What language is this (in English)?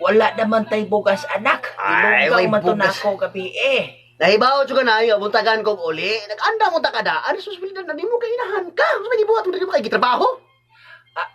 Cebuano